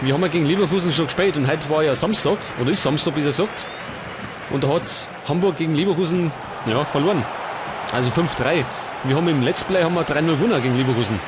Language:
Bavarian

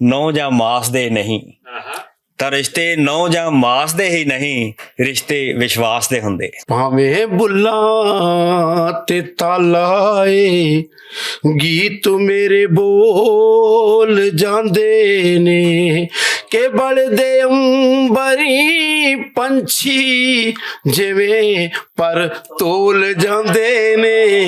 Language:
Western Panjabi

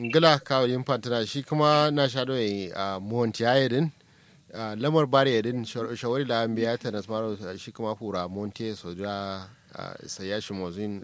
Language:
Kanuri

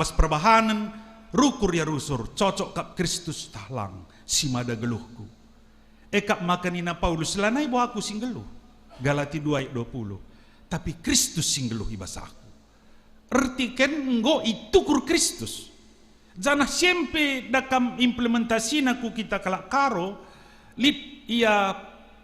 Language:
Batak Karo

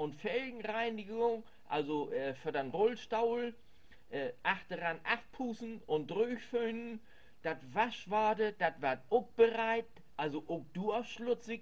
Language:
Low German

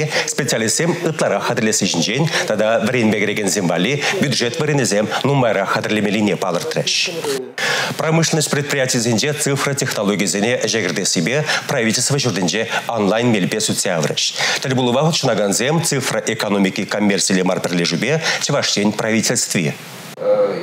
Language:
Chuvash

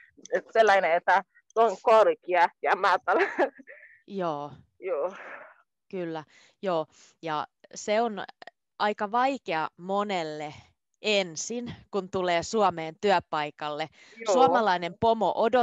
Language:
Finnish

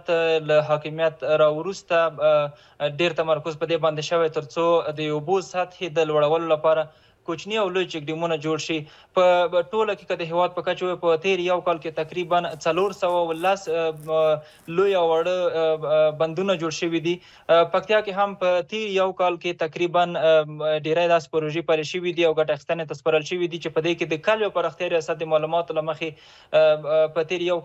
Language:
Pashto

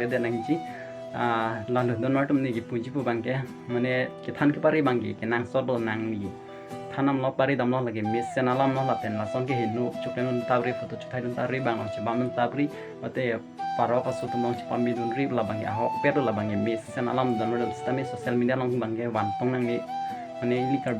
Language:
Karbi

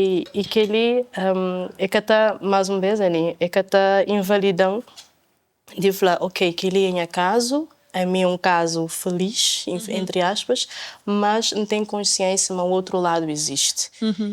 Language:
Kabuverdianu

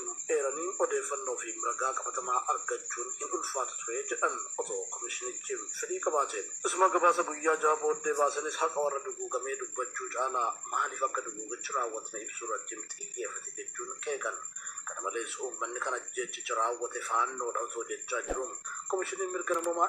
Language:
Oromo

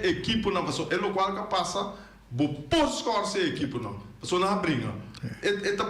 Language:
Papiamento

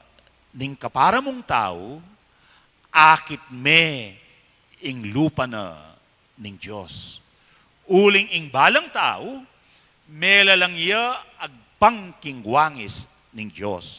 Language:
Pampanga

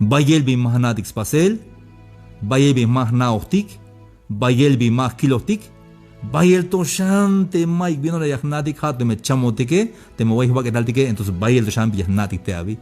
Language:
Tzeltal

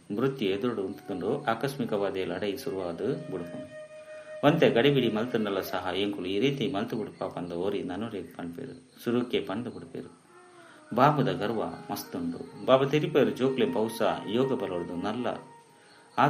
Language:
Tulu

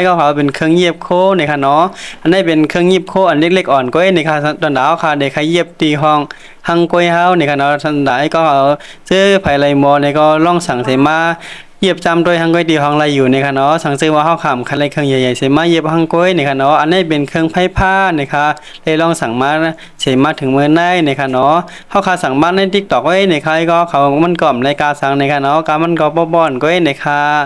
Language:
Shan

